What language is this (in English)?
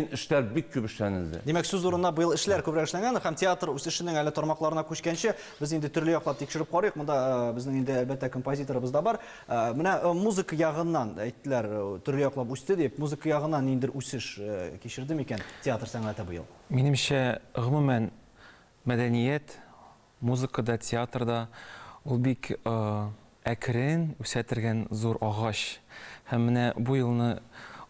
Tatar